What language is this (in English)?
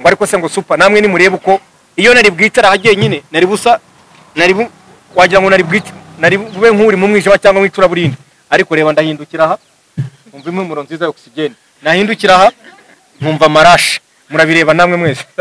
Kinyarwanda